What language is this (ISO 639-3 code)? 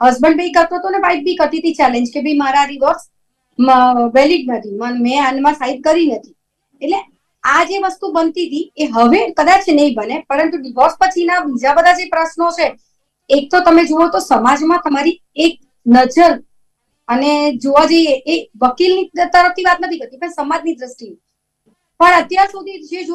guj